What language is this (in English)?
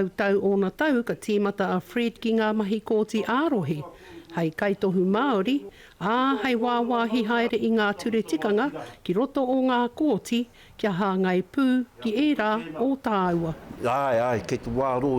Māori